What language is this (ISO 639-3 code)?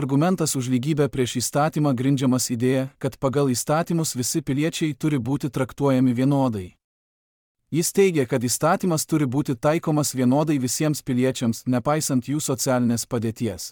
lit